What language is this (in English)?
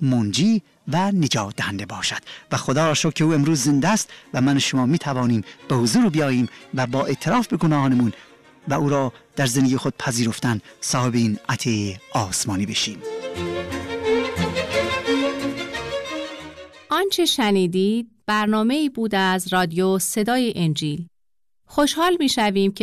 Persian